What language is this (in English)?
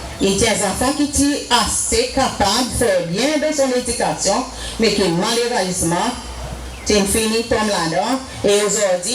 Seselwa Creole French